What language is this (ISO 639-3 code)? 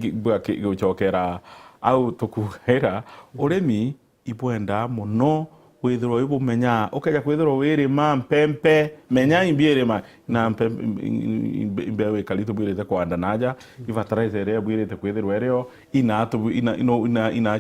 mer